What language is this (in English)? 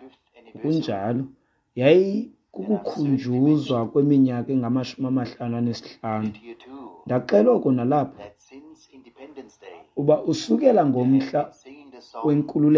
Xhosa